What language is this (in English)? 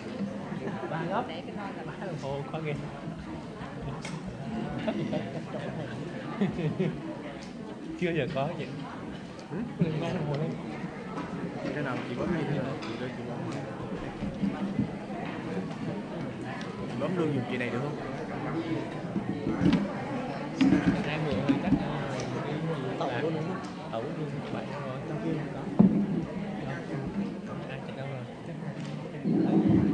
Vietnamese